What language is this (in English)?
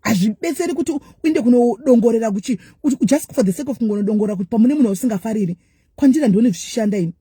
Shona